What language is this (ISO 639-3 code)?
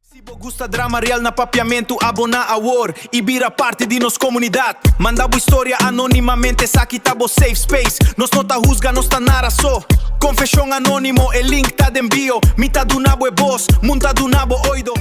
pap